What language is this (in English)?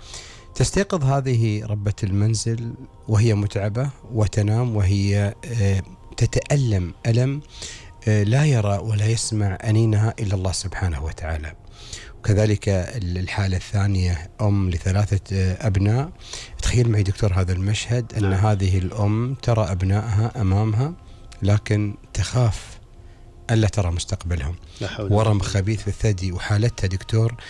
Gulf Arabic